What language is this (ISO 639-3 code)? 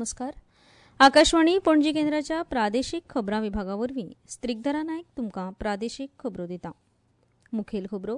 kok